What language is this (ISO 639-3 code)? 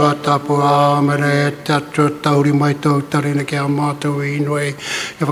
mri